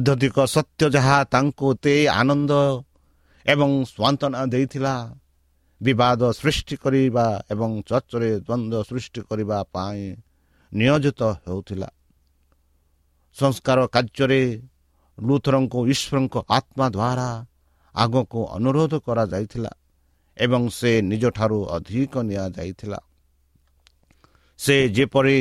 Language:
Odia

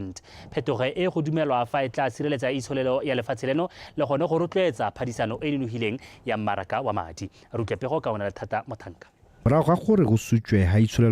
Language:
Tswana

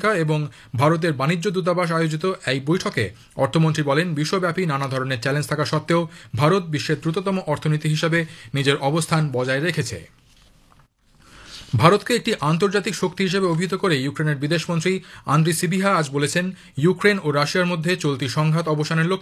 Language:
Bangla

